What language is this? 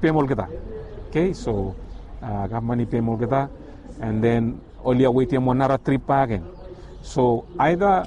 Bislama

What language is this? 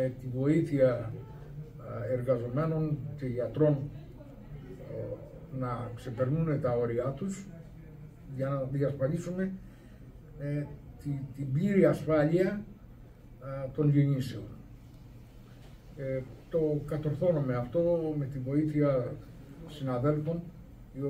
Greek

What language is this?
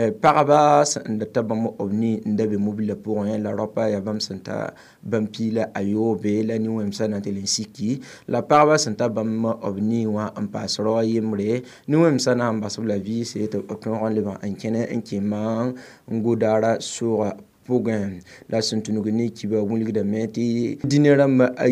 Mossi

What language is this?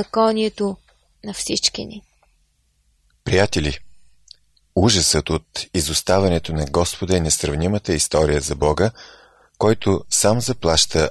Bulgarian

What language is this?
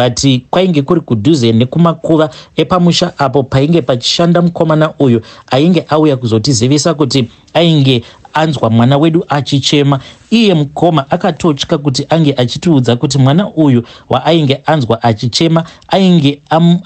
Shona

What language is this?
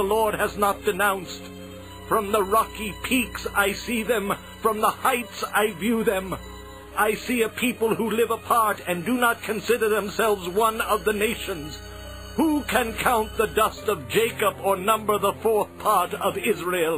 English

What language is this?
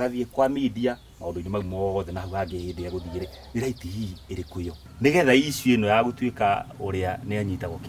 Kikuyu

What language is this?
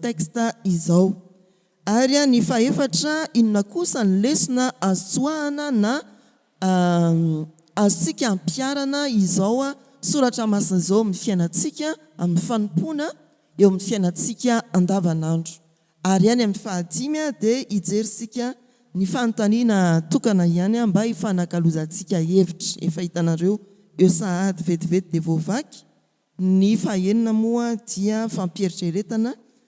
Malagasy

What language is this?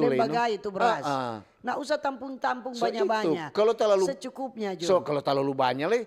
Manado Malay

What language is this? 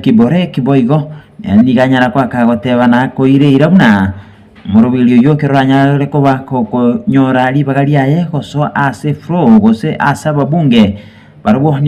Gusii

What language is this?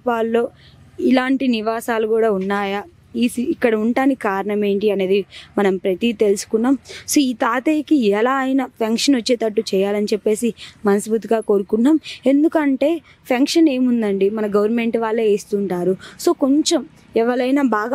Telugu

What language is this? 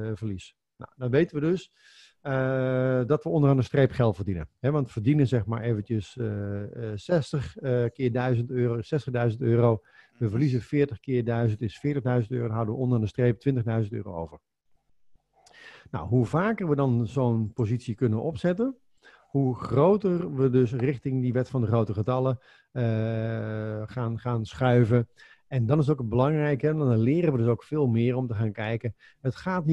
Dutch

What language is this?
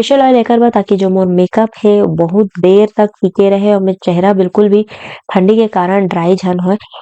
Chhattisgarhi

